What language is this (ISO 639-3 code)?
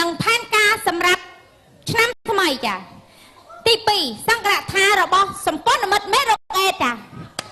khm